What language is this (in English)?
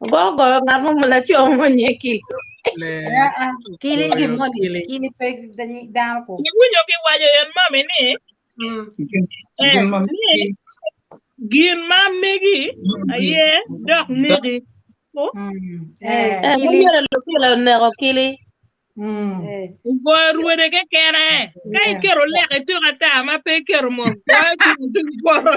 Acoli